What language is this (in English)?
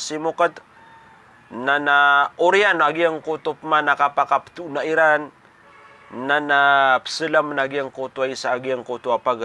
Maranao